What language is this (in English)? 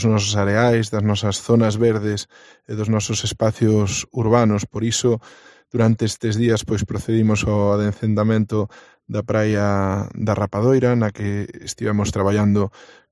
Galician